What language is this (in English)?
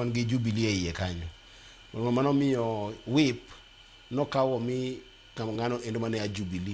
Luo (Kenya and Tanzania)